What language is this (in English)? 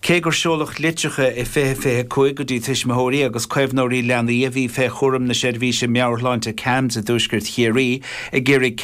Irish